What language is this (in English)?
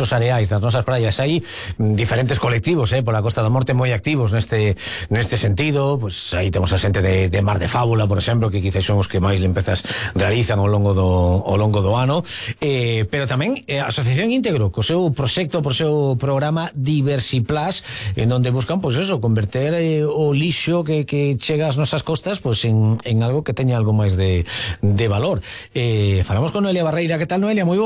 Galician